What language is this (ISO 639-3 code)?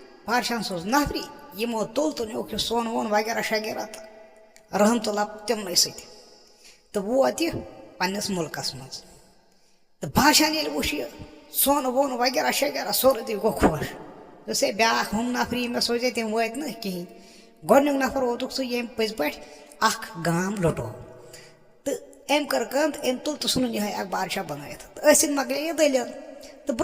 kas